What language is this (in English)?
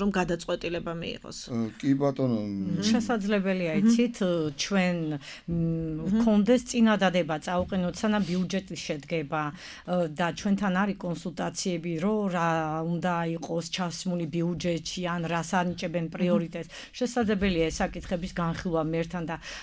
Georgian